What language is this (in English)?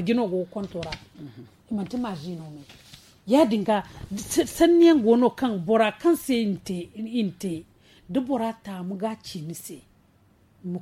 Zarma